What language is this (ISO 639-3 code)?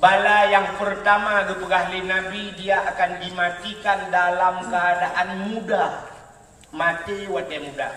ace